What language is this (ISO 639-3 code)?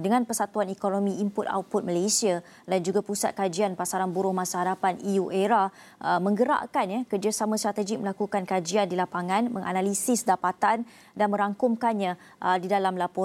msa